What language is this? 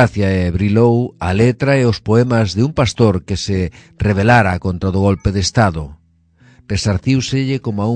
Galician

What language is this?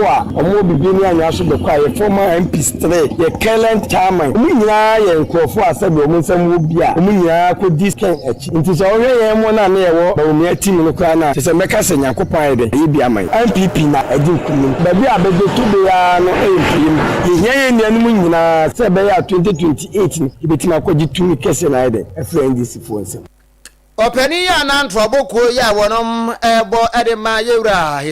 Akan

